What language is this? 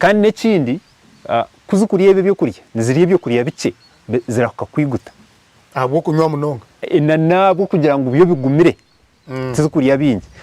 Nyankole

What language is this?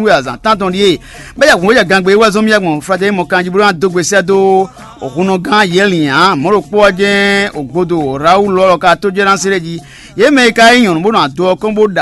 Fon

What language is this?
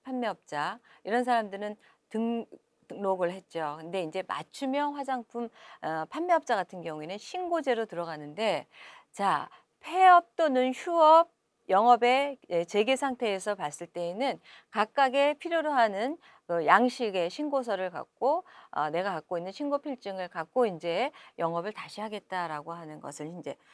Korean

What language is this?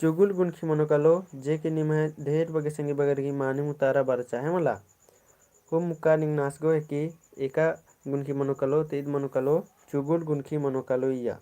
Kurukh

